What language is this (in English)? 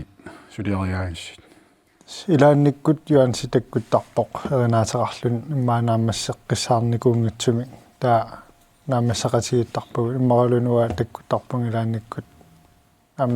Kalaallisut